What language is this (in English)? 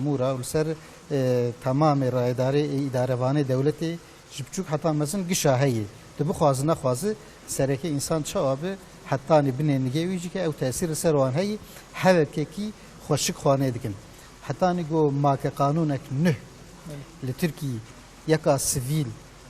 Kurdish